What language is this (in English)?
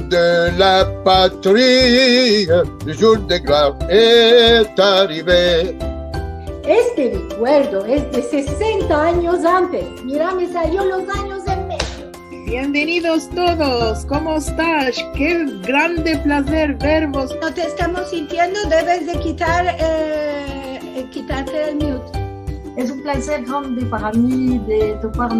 Ladino